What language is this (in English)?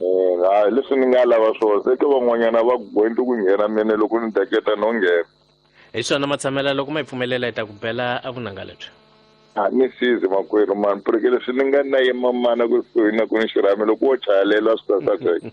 Tsonga